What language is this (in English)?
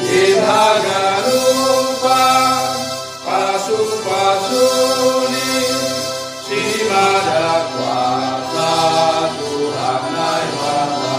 Batak Simalungun